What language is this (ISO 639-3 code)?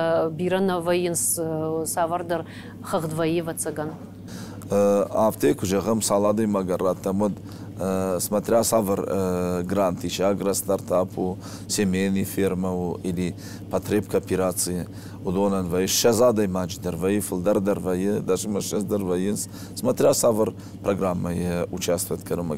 oss